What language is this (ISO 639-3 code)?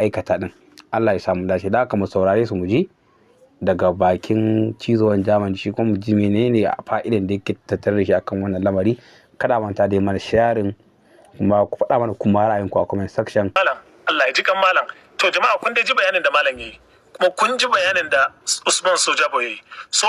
hau